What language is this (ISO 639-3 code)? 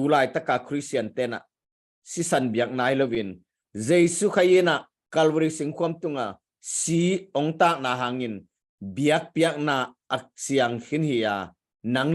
ctd